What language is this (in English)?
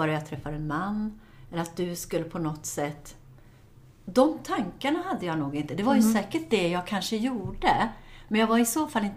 Swedish